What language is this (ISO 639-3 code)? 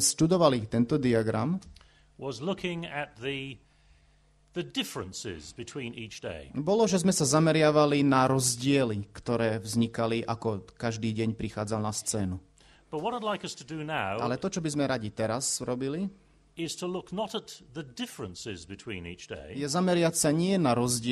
slk